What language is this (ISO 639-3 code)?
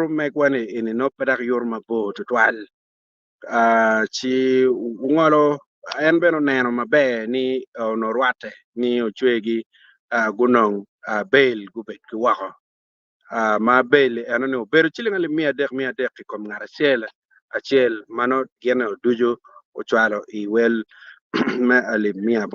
ach